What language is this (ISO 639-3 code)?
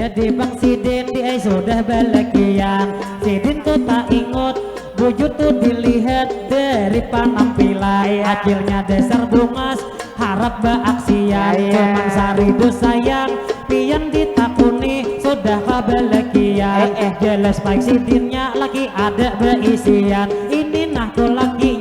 bjn